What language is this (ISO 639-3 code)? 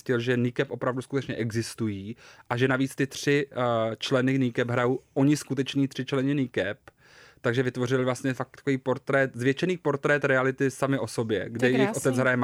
ces